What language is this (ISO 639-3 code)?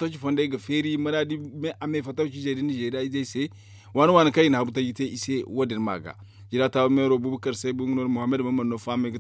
dje